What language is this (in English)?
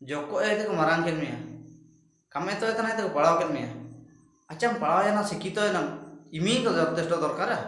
Ho